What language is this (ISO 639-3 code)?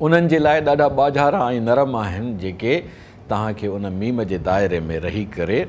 snd